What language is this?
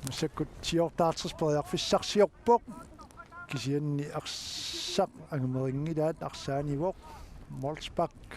Kalaallisut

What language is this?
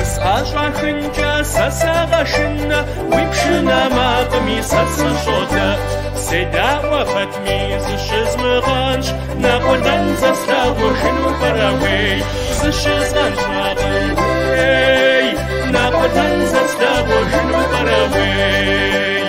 Kabardian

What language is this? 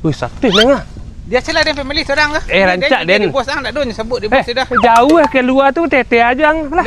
Minangkabau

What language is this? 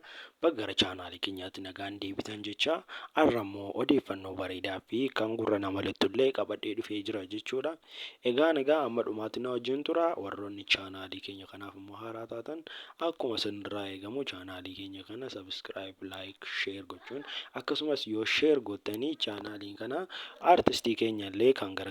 Oromo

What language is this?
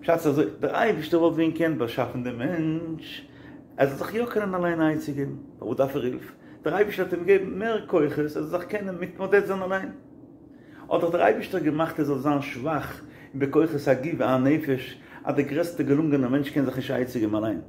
Yiddish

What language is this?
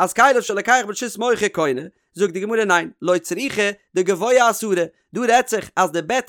Yiddish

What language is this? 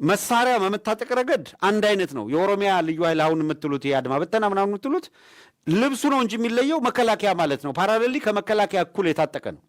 Amharic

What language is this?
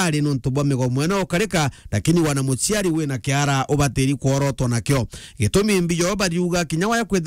Meru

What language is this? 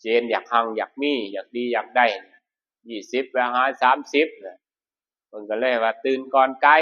Northeastern Thai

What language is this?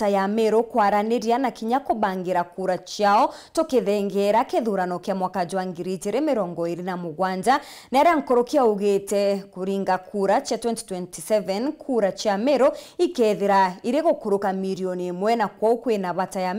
Meru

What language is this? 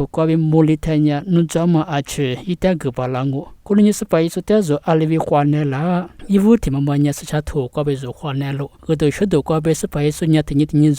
Lisu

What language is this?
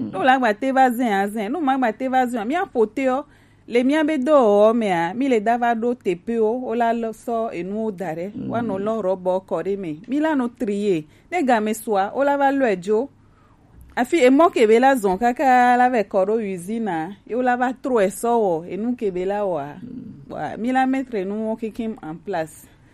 Gen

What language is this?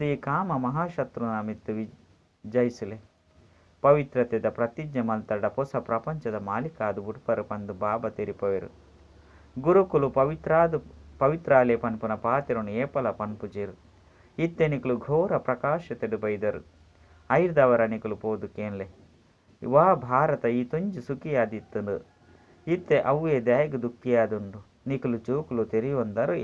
Tulu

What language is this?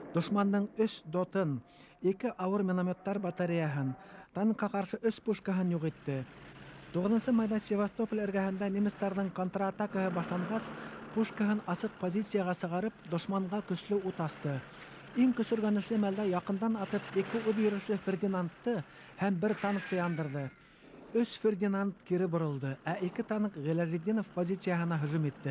Bashkir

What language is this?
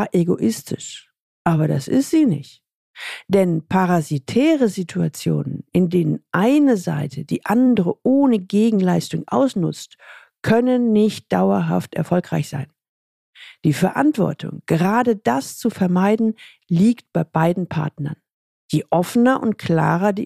German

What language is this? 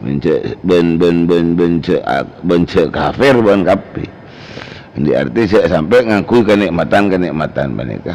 Madurese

